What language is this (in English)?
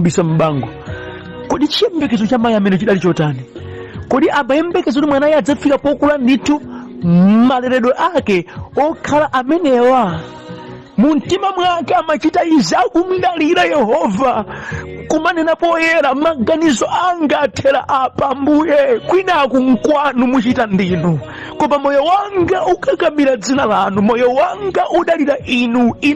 Nyanja